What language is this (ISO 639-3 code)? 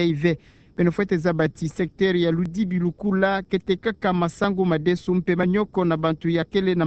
ktu